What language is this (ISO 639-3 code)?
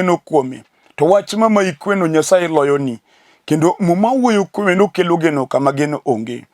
luo